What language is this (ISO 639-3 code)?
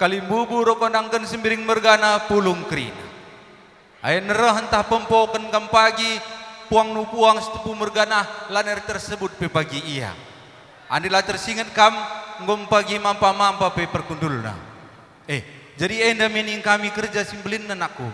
btx